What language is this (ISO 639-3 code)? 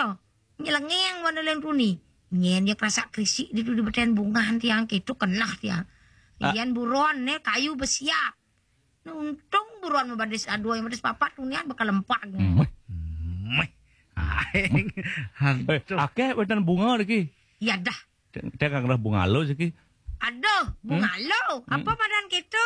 ban